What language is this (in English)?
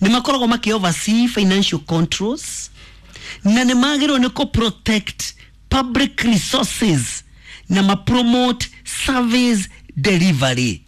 Kikuyu